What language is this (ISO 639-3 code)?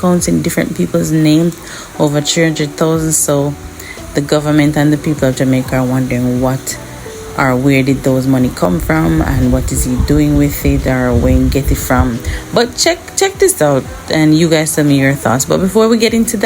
jam